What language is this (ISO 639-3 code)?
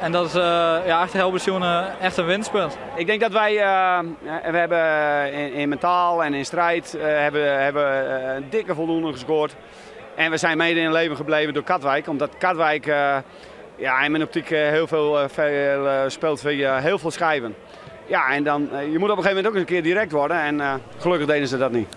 fry